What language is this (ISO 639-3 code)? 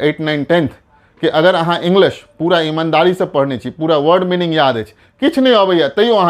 mai